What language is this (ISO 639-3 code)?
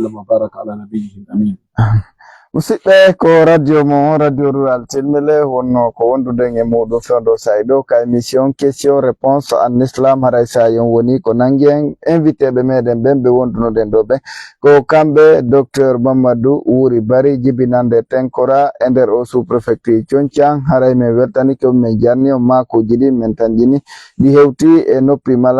ful